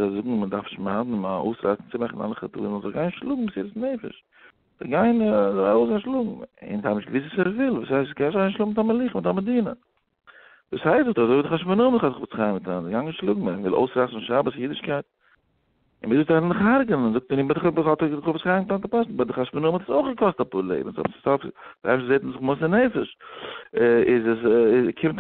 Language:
Yiddish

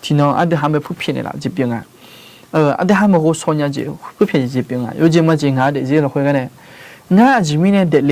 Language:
Akha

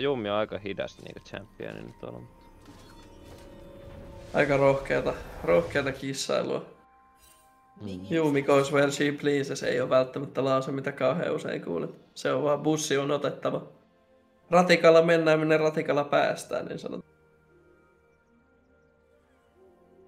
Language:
Finnish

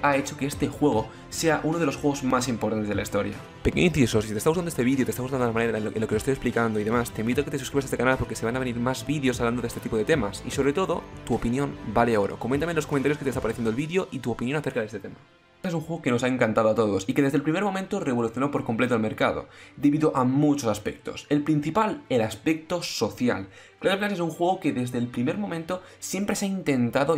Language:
Spanish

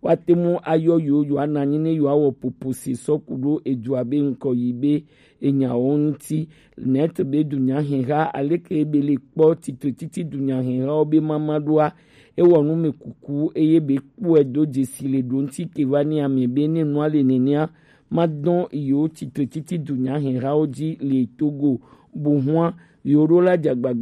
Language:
Gen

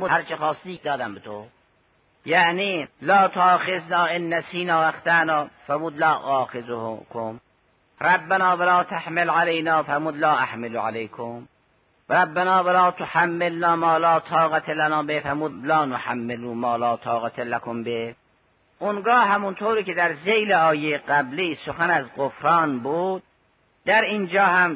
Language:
Persian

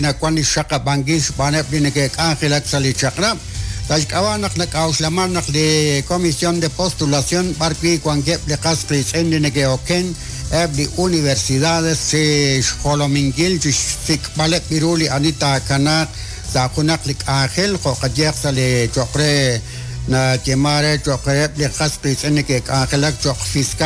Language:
Kekchí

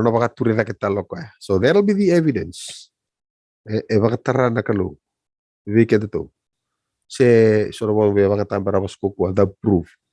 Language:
Fijian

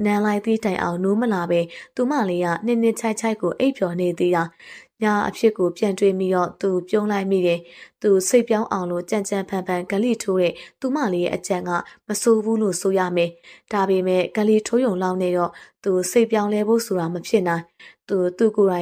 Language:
Burmese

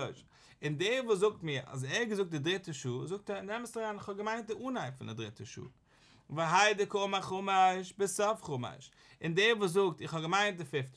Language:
Yiddish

